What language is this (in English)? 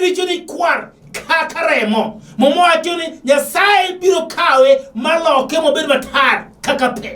Luo (Kenya and Tanzania)